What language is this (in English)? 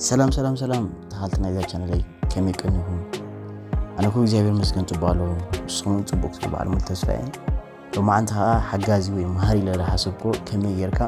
Tigrinya